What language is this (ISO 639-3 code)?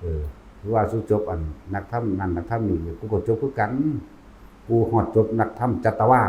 tts